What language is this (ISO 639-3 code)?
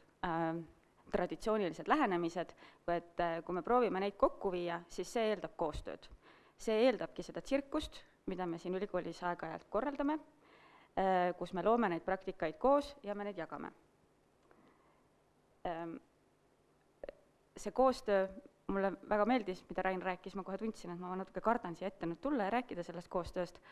est